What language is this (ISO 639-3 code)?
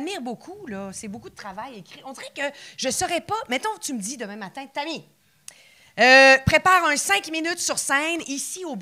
fra